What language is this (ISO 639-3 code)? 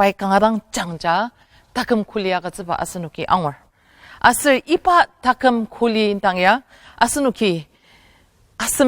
njo